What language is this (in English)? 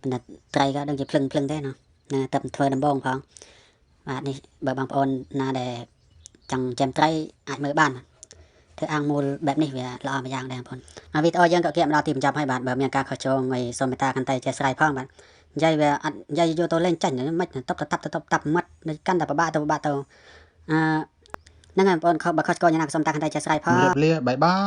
Khmer